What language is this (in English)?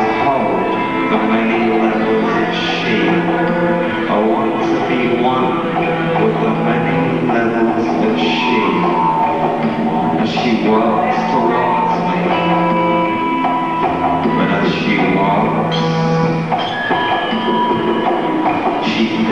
English